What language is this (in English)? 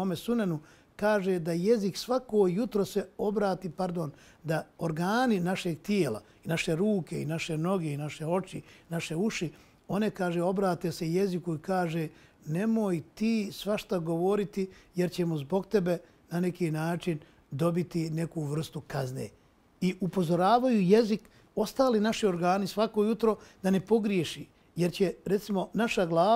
Bosnian